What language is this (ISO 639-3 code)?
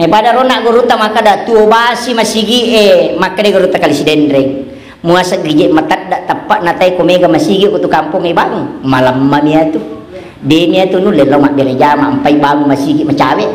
bug